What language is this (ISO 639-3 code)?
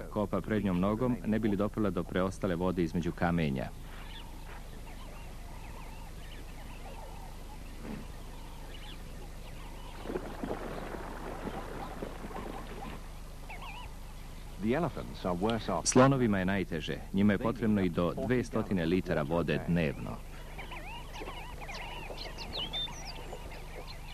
srp